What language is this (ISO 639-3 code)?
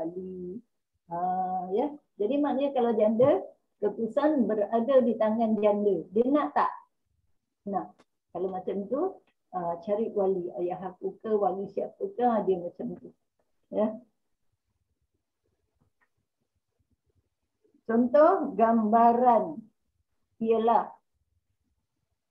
msa